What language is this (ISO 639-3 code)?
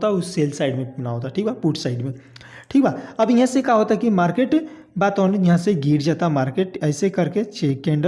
bho